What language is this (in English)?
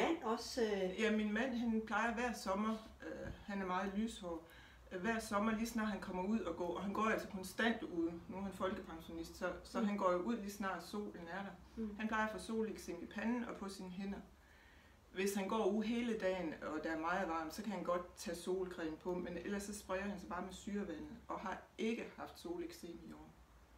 Danish